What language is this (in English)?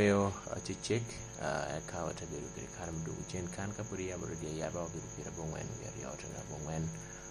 Lango (Uganda)